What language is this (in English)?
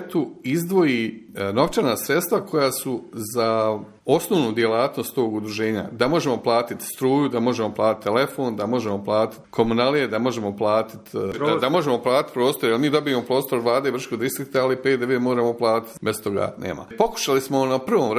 Bosnian